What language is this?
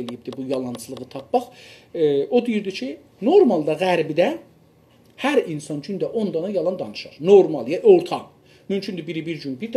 South Azerbaijani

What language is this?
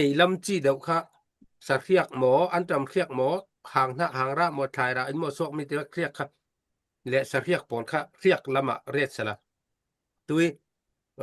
Falam Chin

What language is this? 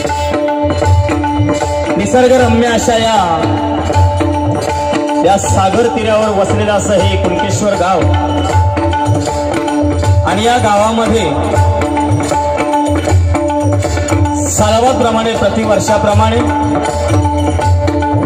Marathi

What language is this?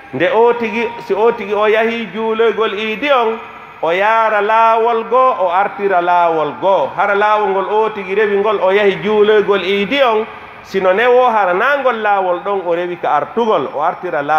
Pular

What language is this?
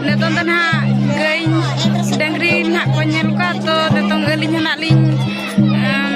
Santali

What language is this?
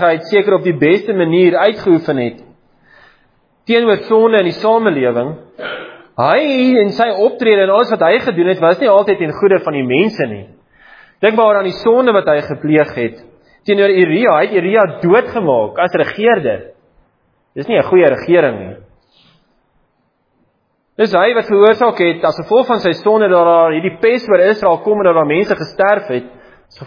Afrikaans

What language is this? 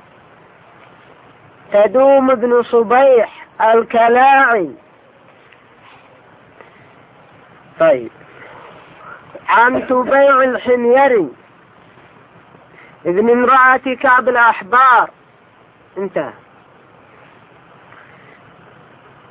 Arabic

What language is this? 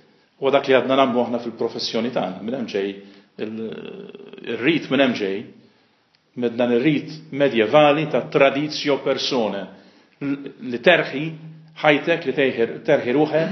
Maltese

